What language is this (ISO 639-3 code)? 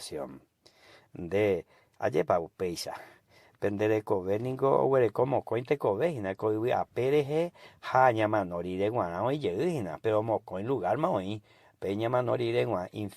grn